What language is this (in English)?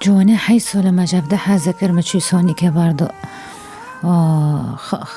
Kurdish